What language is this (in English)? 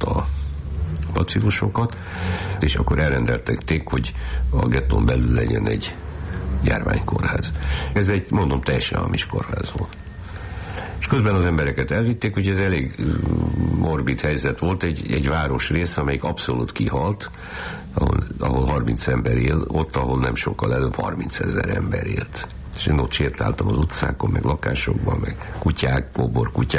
Hungarian